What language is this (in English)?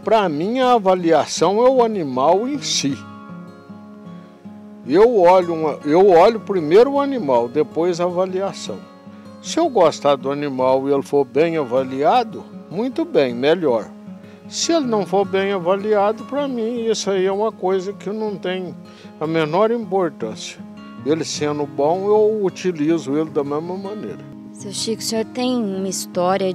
Portuguese